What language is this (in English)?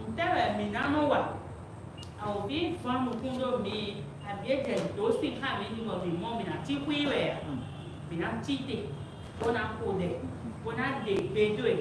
Fon